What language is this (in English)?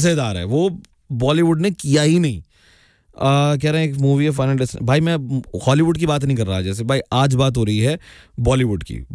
Hindi